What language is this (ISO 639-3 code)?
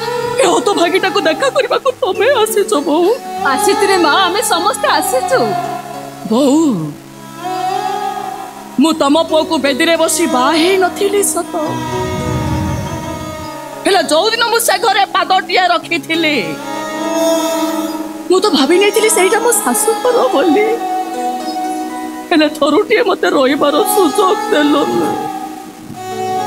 ori